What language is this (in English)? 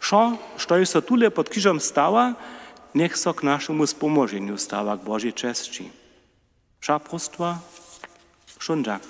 Upper Sorbian